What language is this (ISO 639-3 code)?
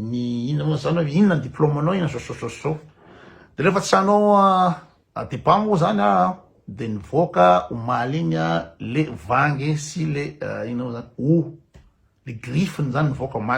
mlg